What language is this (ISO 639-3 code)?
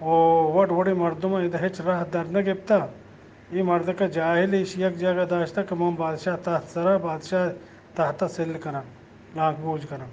bgp